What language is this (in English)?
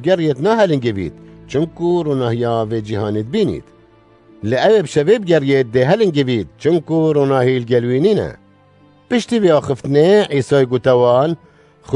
Kurdish